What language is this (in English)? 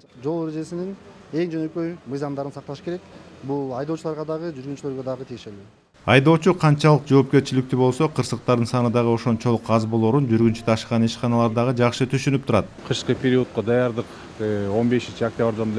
Kyrgyz